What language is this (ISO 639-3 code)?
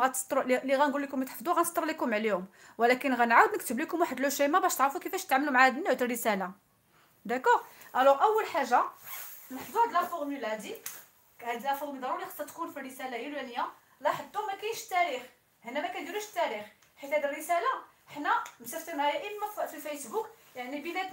ary